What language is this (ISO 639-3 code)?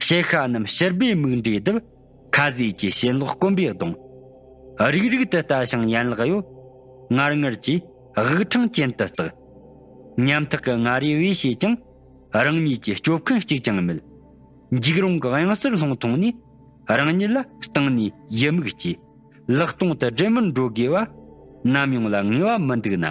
bod